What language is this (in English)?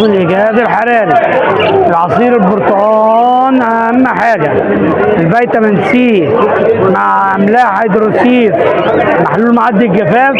Egyptian Arabic